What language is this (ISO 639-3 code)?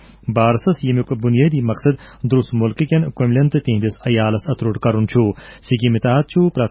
kas